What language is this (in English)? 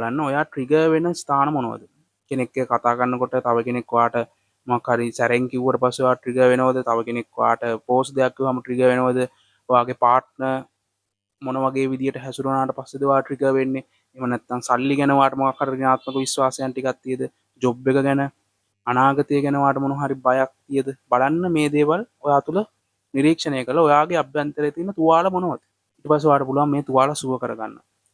Sinhala